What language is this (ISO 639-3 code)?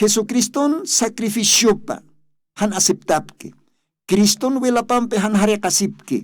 aym